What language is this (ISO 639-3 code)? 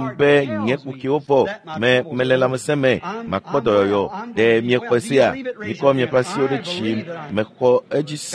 ewe